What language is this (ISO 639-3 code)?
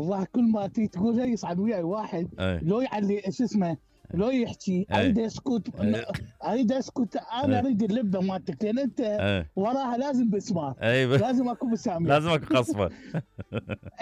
acm